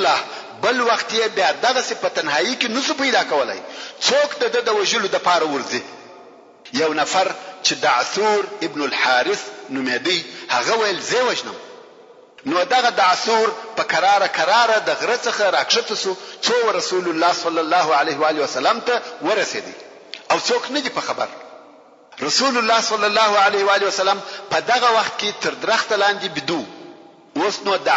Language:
Pashto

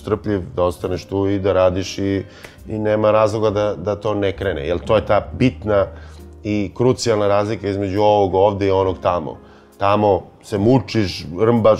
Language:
Serbian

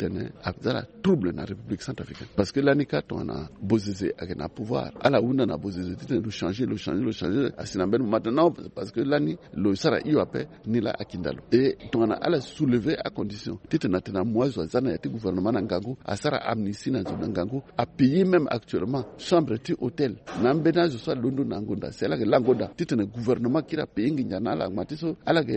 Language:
Sango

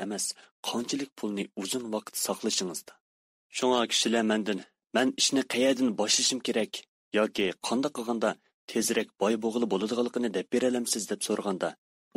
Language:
Uyghur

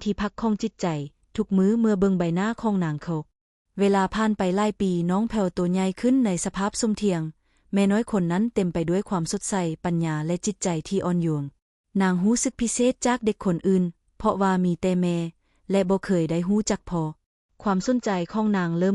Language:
Lao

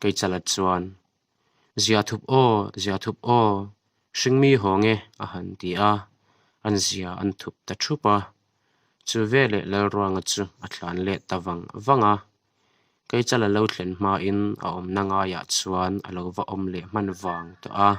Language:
Mizo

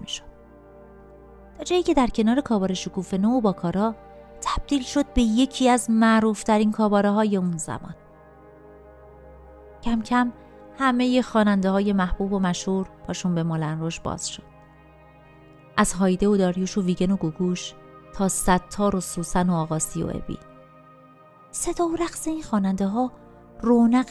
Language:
Persian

